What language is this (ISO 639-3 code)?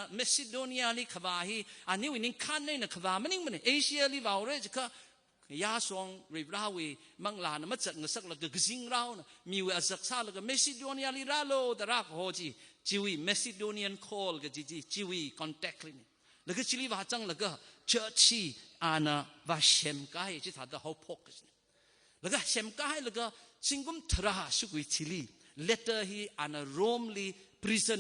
nmf